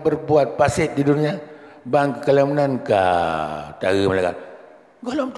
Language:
Achinese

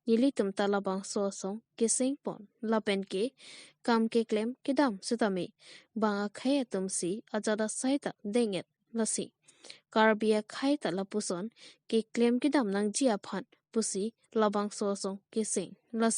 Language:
Karbi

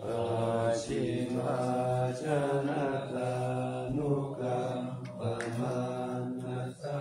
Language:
Pali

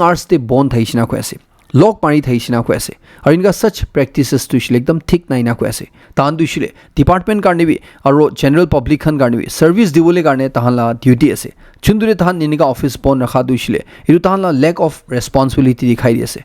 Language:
Naga Pidgin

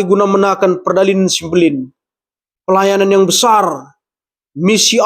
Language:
Batak Karo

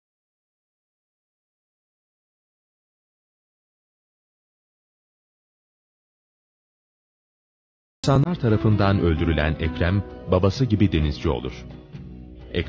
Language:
Turkish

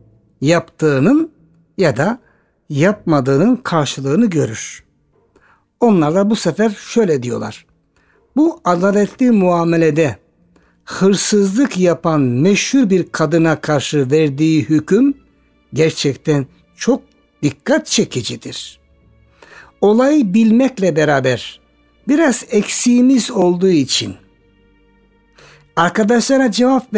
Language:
Turkish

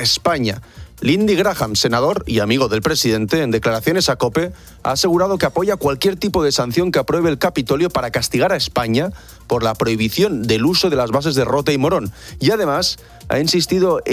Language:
Spanish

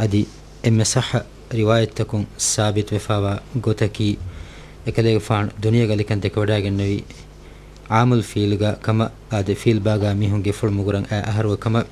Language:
Divehi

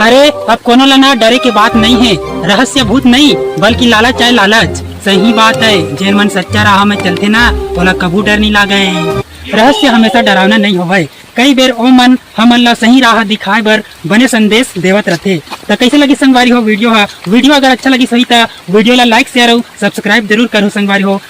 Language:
Chhattisgarhi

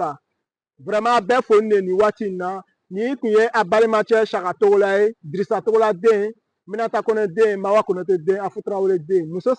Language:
Bambara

